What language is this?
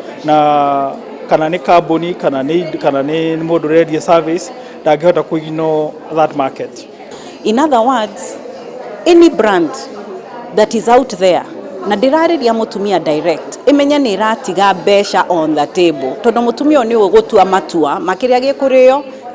Kikuyu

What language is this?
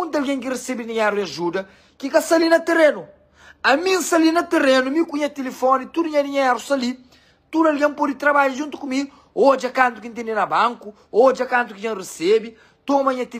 Kabuverdianu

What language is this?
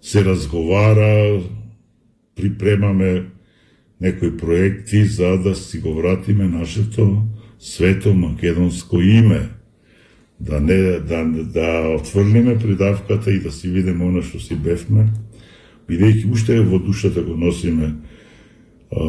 Macedonian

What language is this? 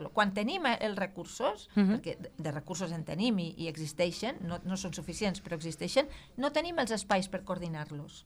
Catalan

